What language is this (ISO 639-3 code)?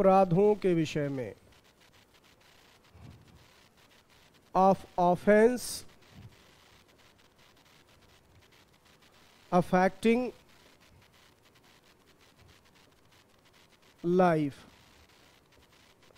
hin